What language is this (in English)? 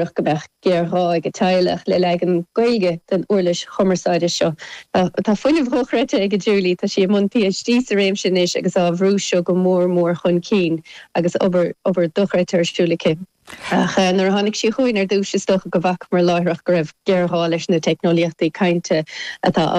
Irish